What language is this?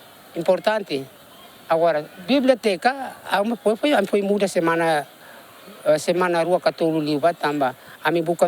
Tetum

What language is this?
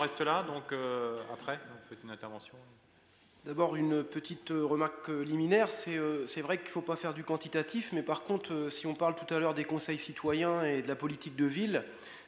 French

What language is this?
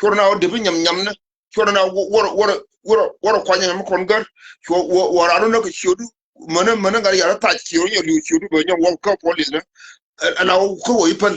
Nuer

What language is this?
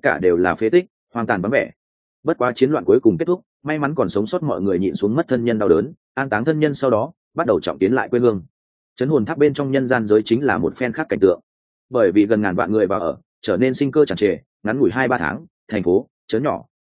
Vietnamese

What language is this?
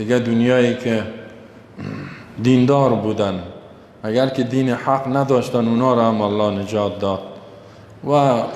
Persian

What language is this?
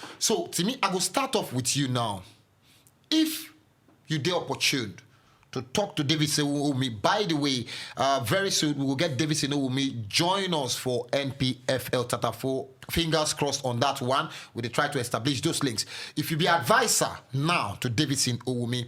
Nigerian Pidgin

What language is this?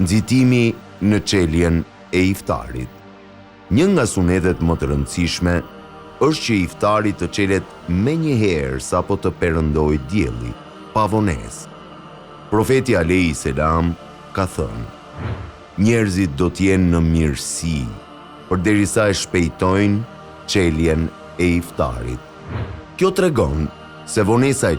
Albanian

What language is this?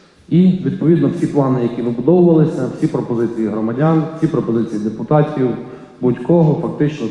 Ukrainian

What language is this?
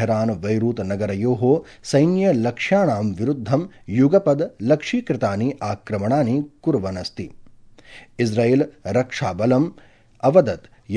Sanskrit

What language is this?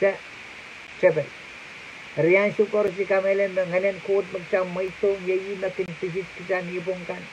Pohnpeian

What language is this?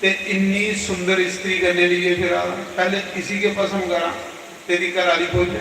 Dogri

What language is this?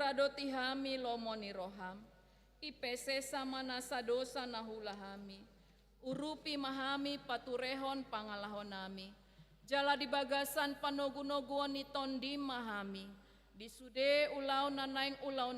Batak Toba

